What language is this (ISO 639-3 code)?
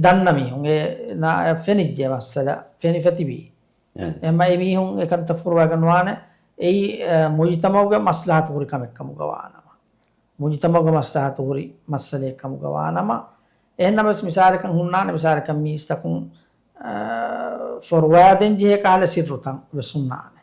div